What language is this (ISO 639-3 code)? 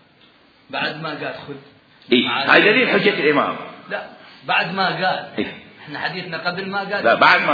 acm